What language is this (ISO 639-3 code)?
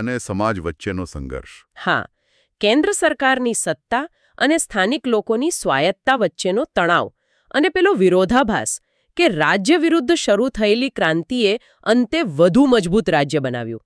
guj